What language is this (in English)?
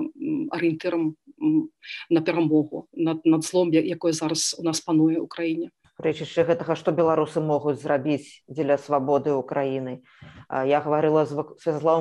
Belarusian